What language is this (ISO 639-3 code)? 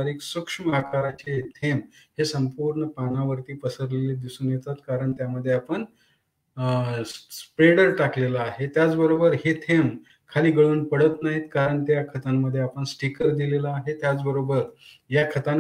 mar